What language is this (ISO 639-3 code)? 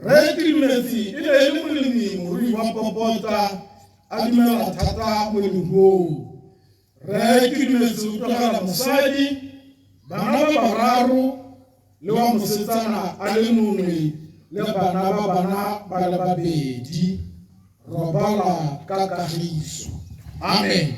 tsn